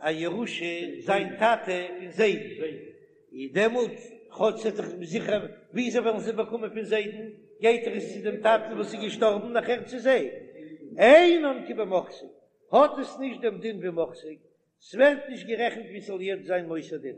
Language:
Yiddish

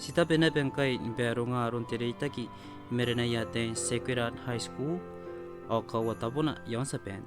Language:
Gilbertese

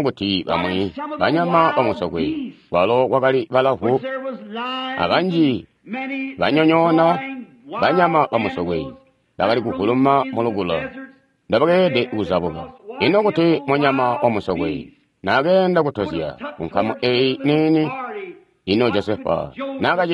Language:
Tonga (Zambia)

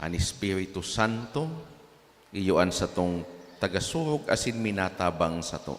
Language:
Bikol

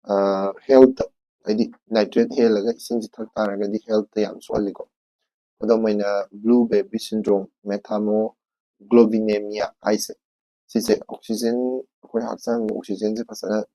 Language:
Manipuri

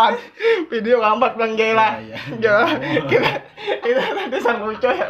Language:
Banjar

